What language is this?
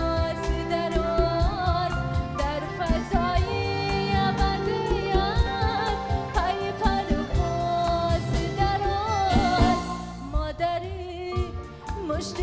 Tajik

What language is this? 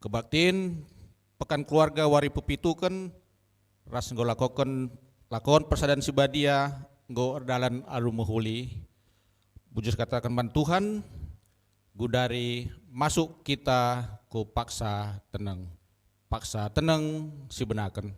Batak Karo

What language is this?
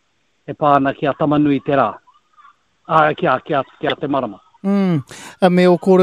Māori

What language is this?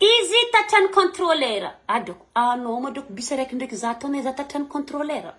Malagasy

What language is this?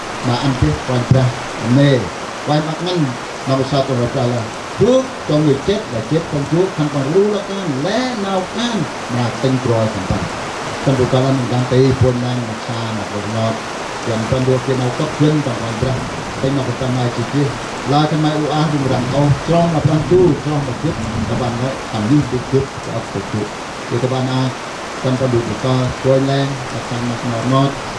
Central Mnong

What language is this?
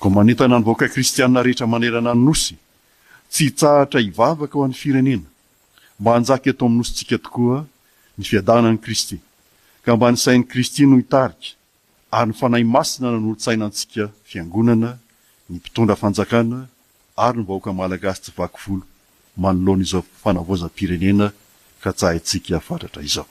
Malagasy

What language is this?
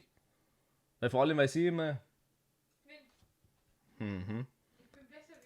Bavarian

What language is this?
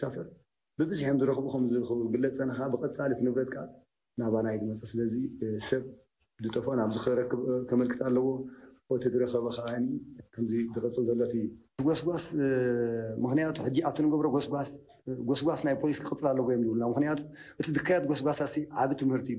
Tigrinya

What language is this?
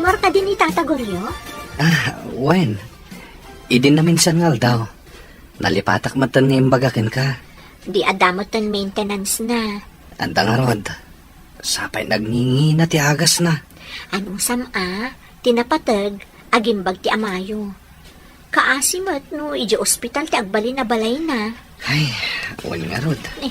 Iloko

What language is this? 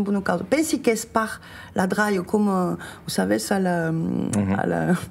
Occitan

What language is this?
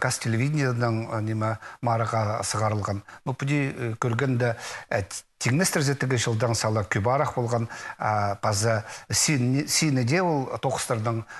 Khakas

